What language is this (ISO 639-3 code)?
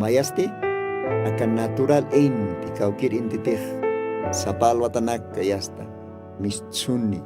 aym